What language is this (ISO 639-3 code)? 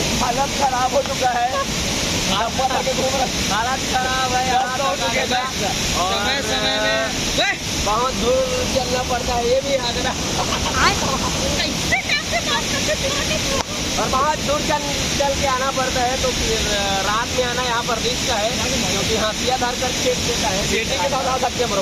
hne